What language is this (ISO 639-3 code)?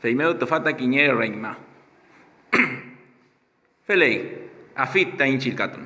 arn